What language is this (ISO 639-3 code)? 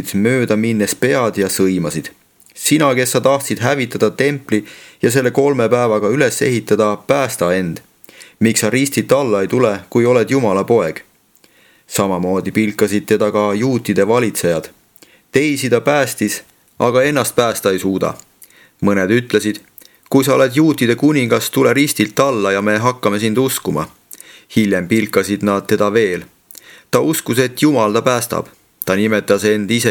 est